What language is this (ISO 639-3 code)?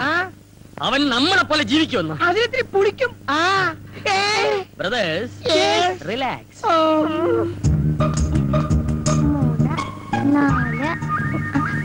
mal